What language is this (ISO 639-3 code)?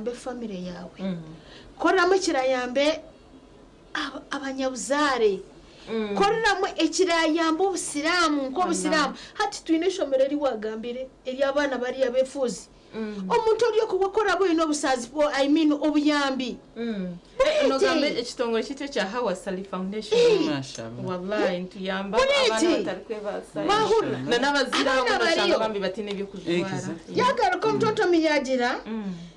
nyn